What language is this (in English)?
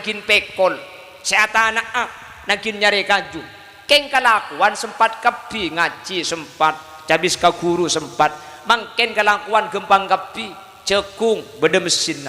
Madurese